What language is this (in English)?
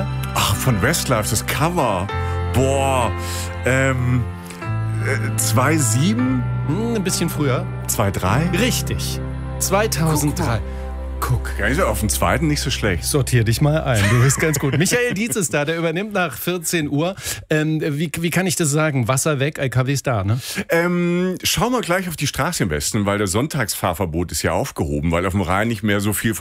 German